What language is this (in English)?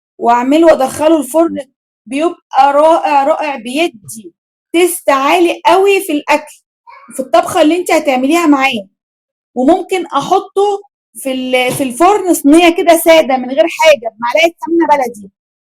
Egyptian Arabic